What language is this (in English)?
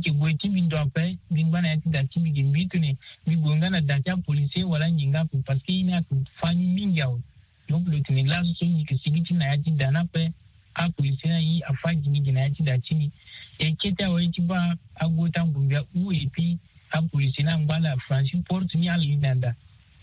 Sango